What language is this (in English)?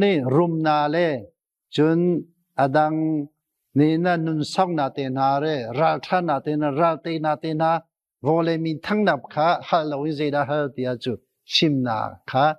Hakha Chin